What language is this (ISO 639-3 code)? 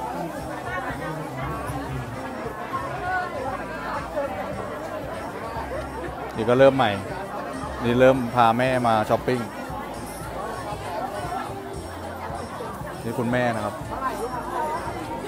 tha